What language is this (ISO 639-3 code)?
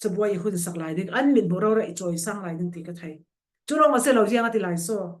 cfm